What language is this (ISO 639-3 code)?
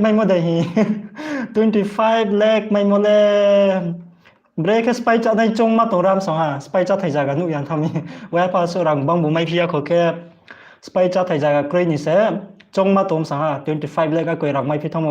ria